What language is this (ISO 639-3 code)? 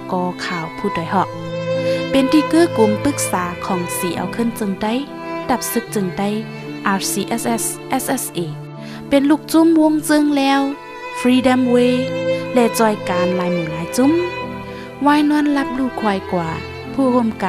shn